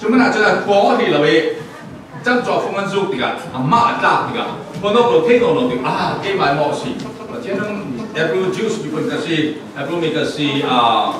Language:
Falam Chin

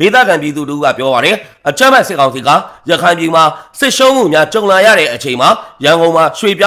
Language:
Burmese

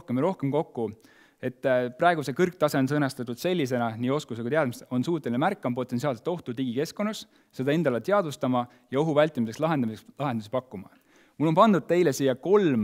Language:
Estonian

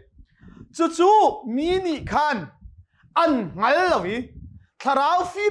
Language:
Hakha Chin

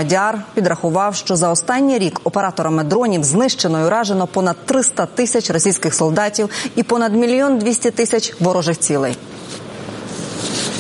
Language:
Ukrainian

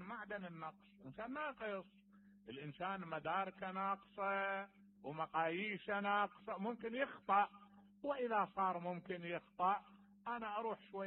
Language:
Mesopotamian Arabic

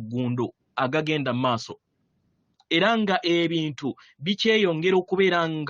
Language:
Ganda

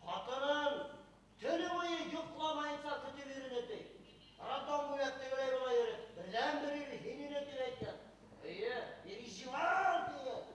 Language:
Bashkir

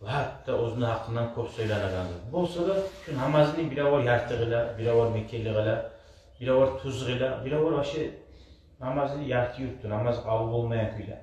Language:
Kumyk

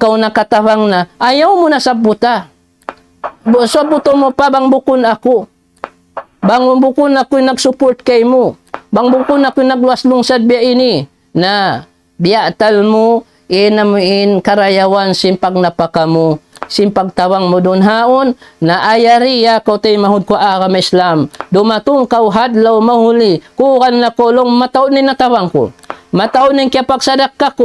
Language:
Tausug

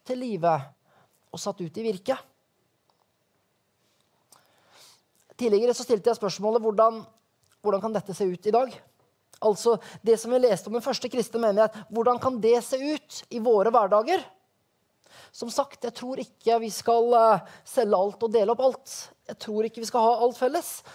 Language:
Norwegian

